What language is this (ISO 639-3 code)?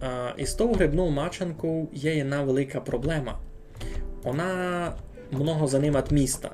rue